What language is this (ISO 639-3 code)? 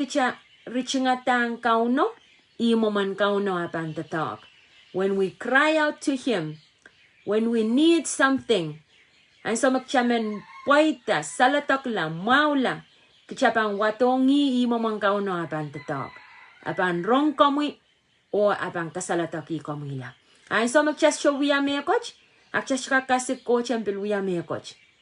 pon